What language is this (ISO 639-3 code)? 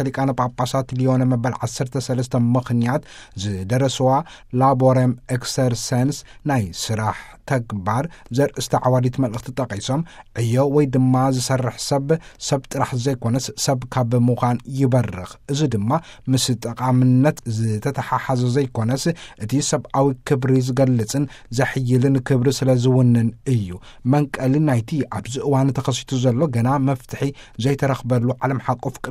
tir